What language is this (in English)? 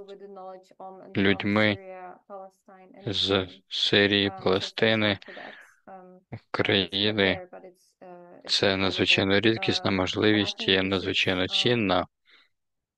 Ukrainian